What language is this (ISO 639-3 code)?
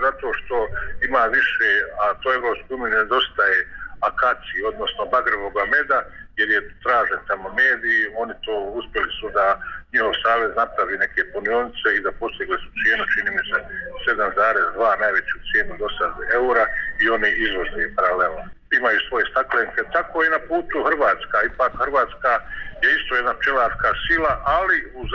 bos